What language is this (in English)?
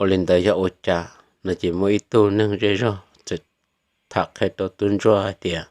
Hmong